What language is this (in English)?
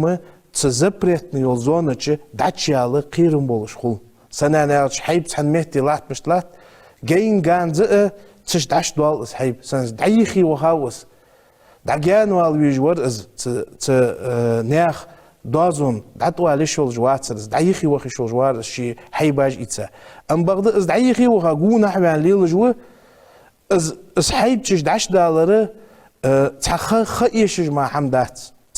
Ingush